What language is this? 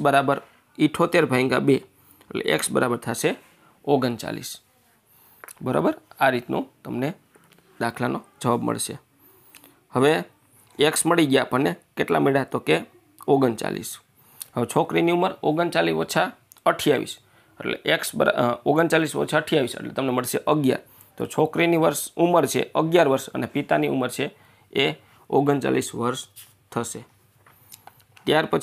Gujarati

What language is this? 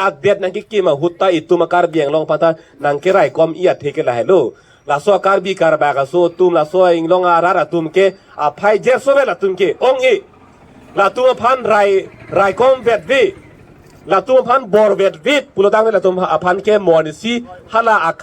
Karbi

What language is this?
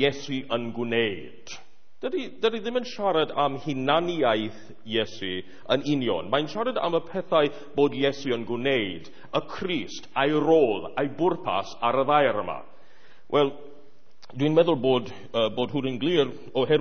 Welsh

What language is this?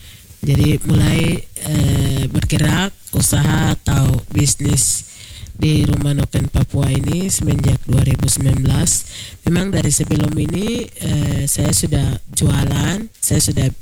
Indonesian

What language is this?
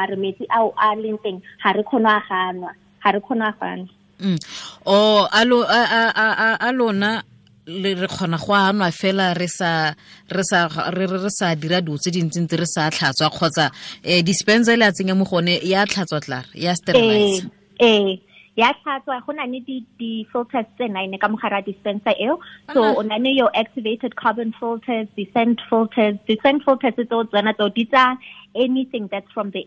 Tswana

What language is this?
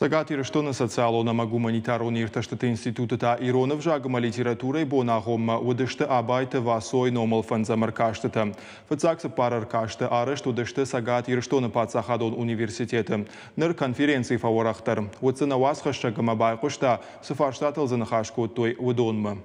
Ossetic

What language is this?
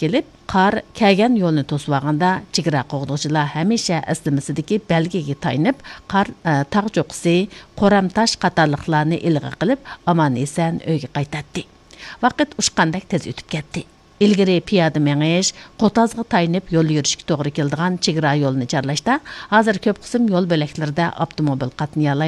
Uyghur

